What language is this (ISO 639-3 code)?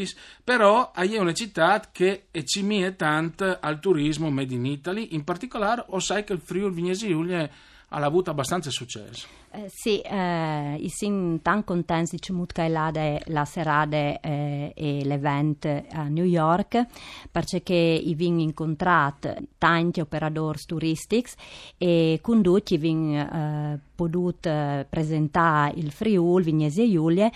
fur